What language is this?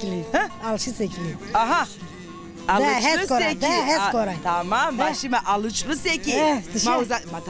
Zaza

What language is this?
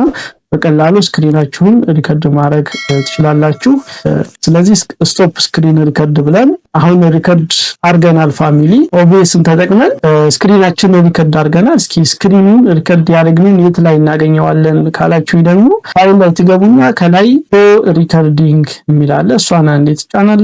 Amharic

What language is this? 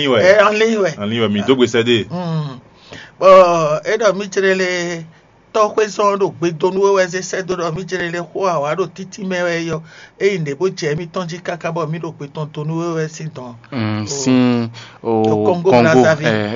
Fon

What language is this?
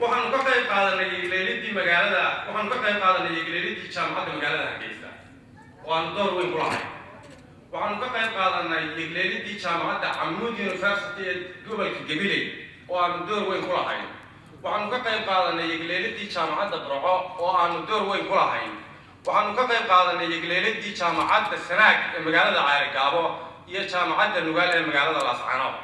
Somali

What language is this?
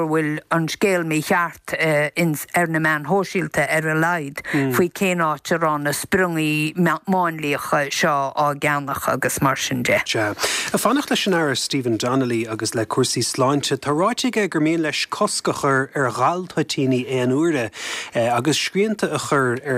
Irish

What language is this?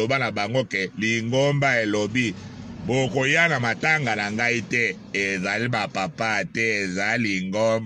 Lingala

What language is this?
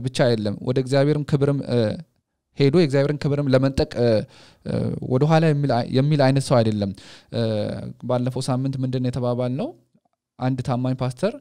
Amharic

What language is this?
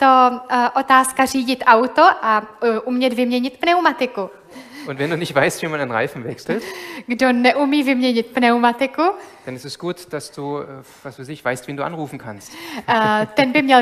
Czech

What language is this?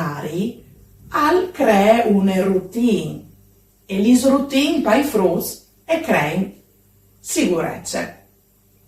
Friulian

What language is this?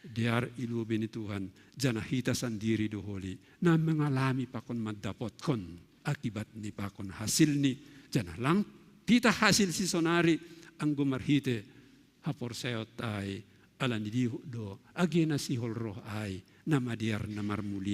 Batak Simalungun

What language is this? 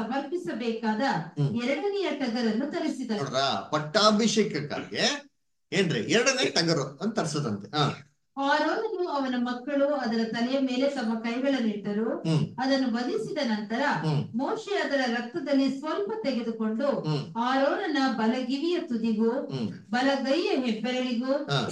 Kannada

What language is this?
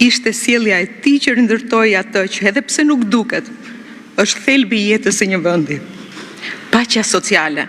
Albanian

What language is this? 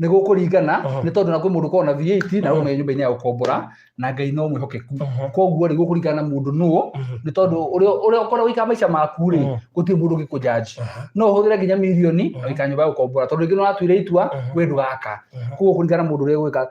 Kikuyu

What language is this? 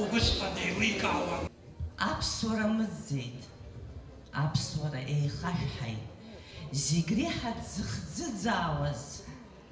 Abkhazian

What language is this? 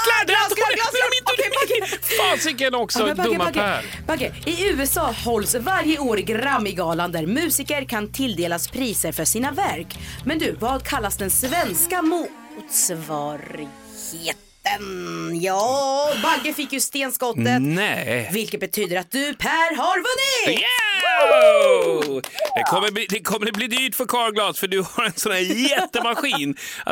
Swedish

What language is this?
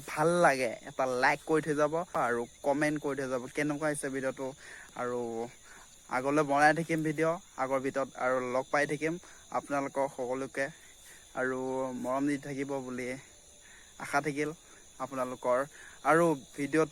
Assamese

